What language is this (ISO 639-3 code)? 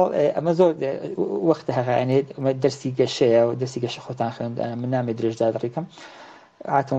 ckb